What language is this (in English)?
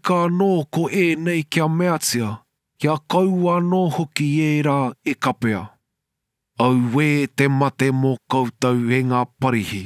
Māori